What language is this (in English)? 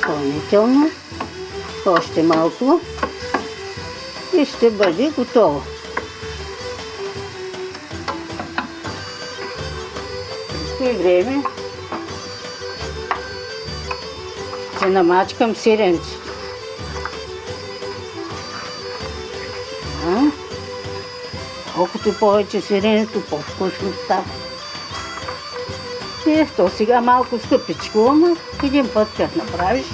Bulgarian